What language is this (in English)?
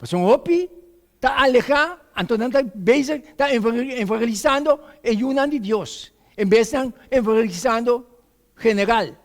Papiamento